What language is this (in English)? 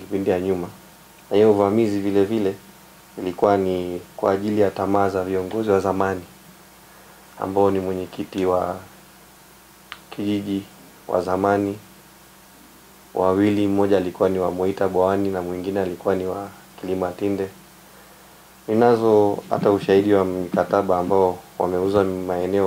Swahili